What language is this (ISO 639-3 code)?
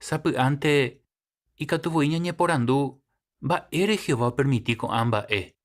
grn